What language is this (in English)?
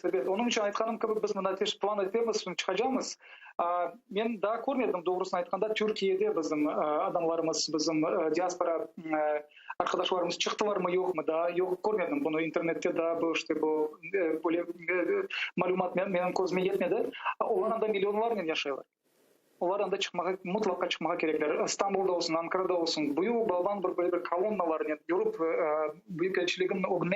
Crimean Tatar